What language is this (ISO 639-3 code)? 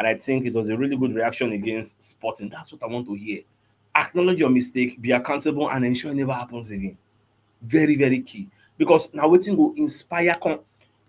pcm